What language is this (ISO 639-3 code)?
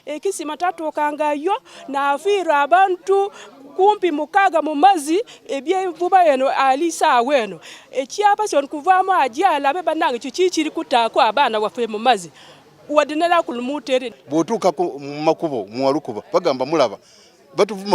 xog